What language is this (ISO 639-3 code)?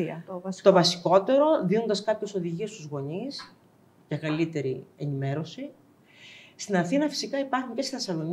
ell